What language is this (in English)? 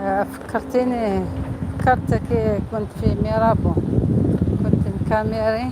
Algerian Arabic